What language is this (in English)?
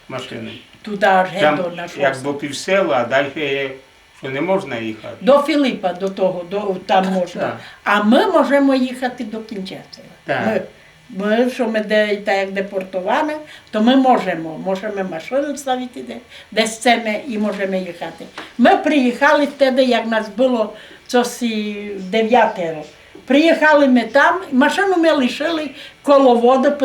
Rusyn